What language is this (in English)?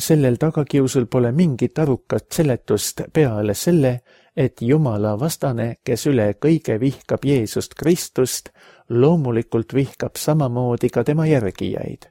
Estonian